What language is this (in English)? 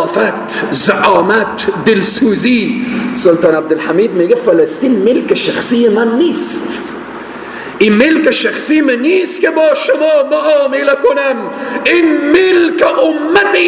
Persian